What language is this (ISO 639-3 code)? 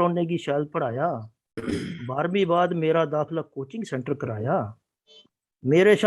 doi